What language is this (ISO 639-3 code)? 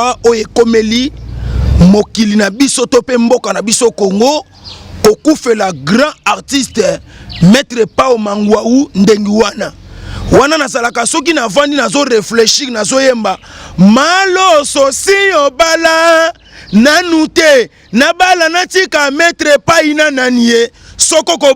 lin